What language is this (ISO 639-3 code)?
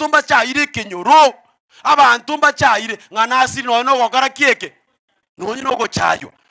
guz